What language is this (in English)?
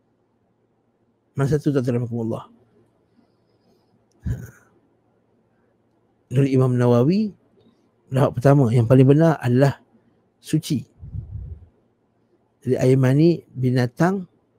Malay